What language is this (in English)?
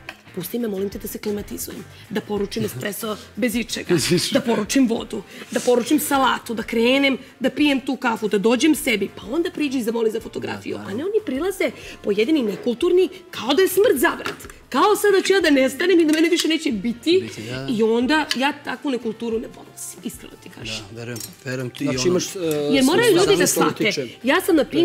Serbian